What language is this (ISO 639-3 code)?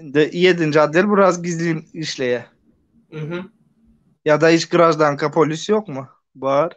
tuk